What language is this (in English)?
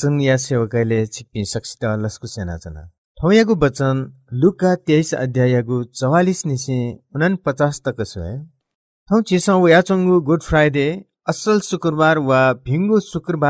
Newari